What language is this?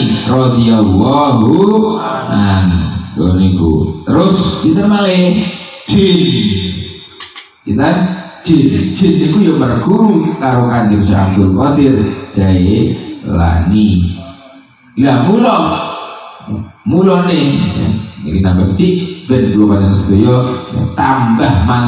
Javanese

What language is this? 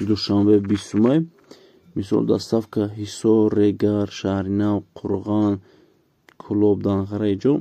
Tajik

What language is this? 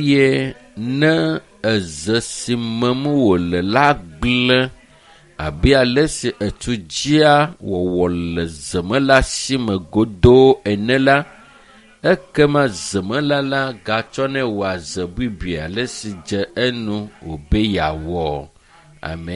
Ewe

